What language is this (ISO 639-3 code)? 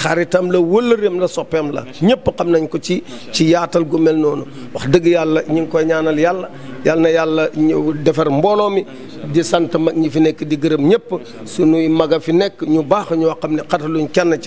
wol